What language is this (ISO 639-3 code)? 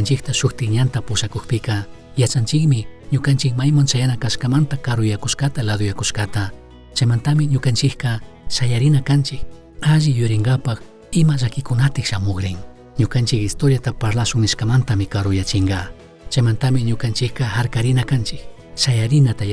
qug